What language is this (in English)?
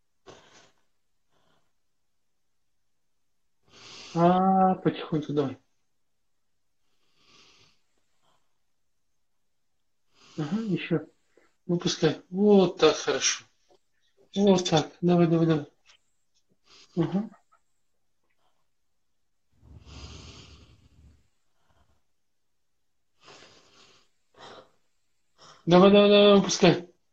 Russian